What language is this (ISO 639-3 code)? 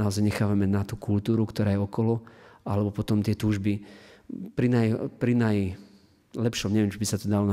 slk